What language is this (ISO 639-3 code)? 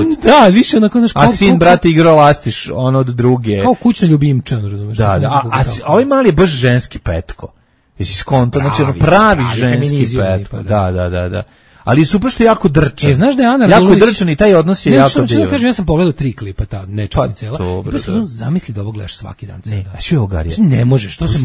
srp